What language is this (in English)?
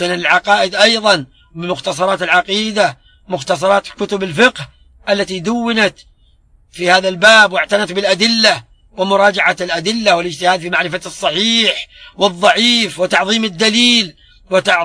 Arabic